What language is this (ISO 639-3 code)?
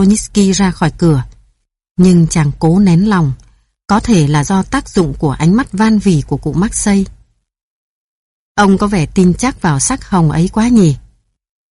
vie